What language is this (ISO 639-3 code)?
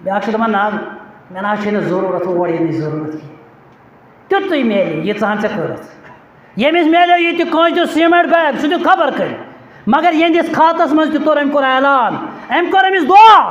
kas